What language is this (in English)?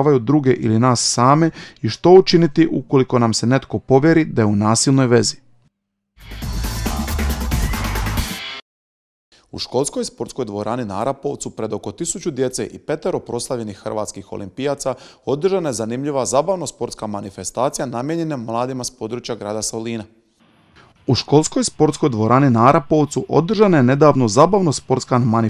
Croatian